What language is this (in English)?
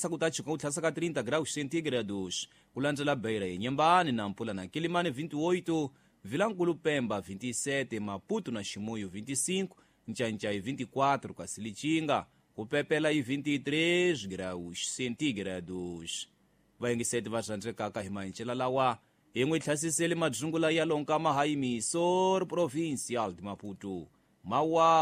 Tsonga